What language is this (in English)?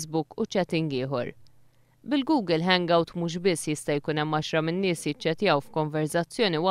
Maltese